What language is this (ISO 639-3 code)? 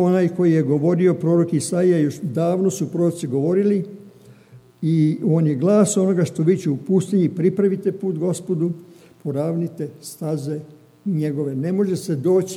srp